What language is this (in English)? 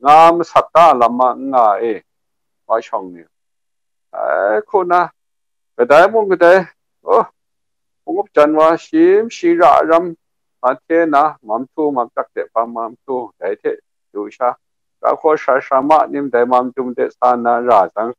Kachin